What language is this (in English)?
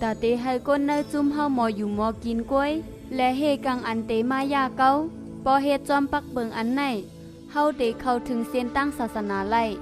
Shan